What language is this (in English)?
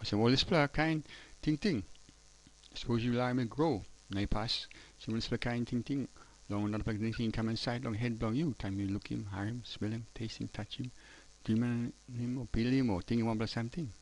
Tok Pisin